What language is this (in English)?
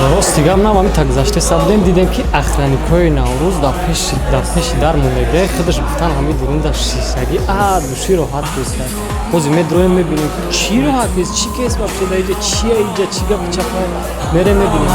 Tajik